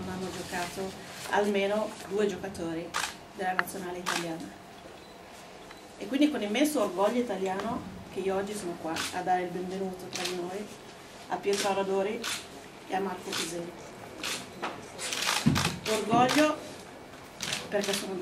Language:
Italian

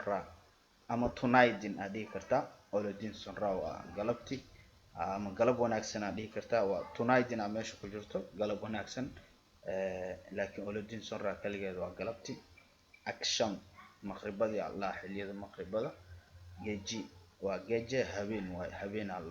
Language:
Somali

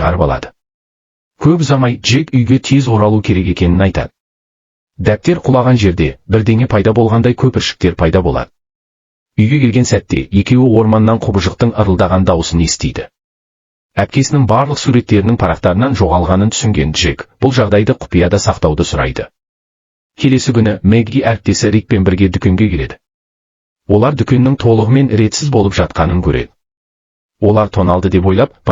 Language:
Kazakh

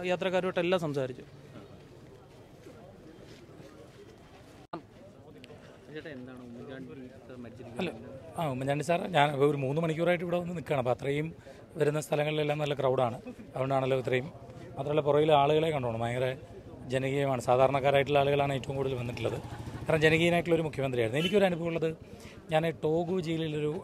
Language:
Malayalam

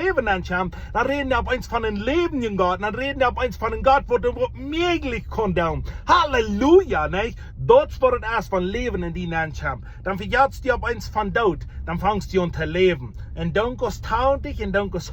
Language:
Plautdietsch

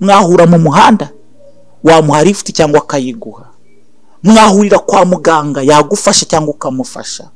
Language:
Kinyarwanda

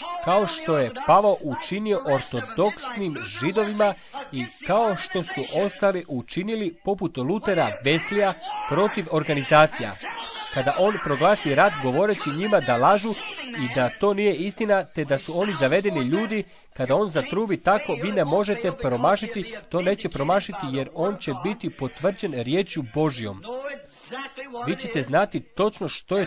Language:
Croatian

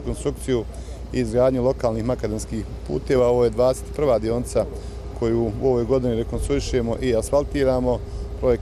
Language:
Bosnian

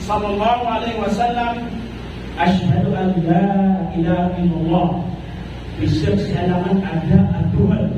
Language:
Maranao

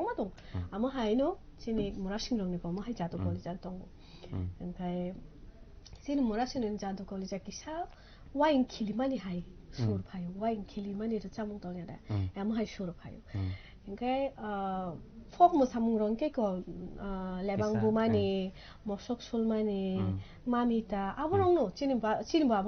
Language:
Kok Borok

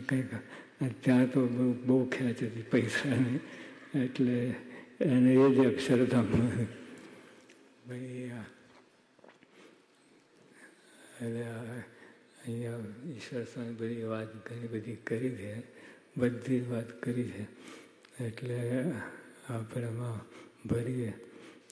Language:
Gujarati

